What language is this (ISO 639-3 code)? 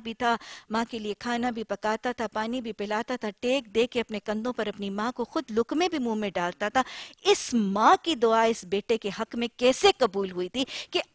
urd